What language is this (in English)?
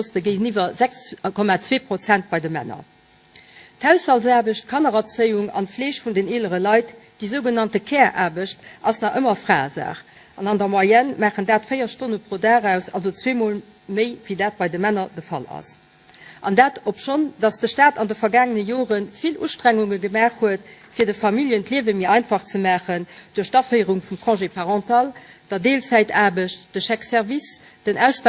Luxembourgish